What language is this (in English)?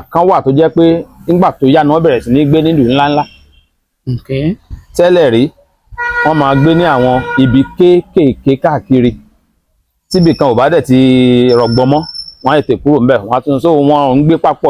Yoruba